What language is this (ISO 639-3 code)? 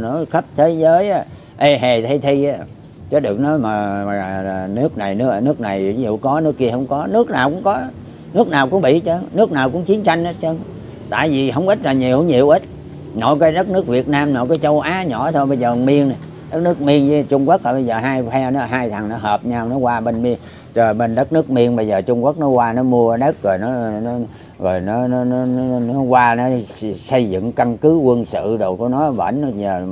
vie